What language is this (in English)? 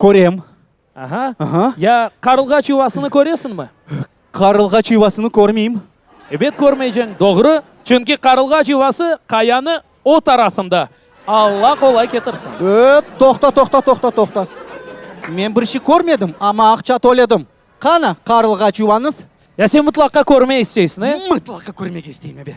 Crimean Tatar